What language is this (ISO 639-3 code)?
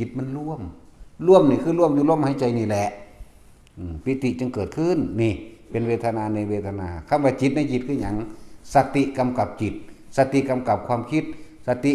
tts